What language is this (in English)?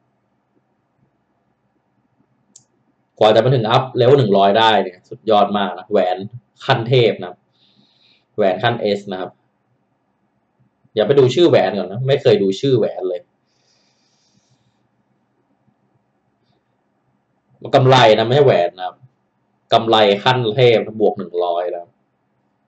Thai